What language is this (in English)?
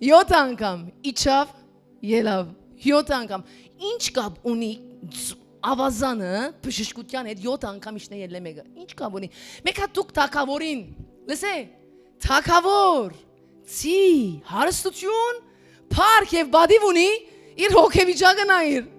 Western Armenian